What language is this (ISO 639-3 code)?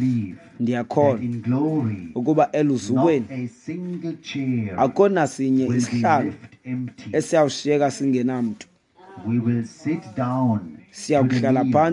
xho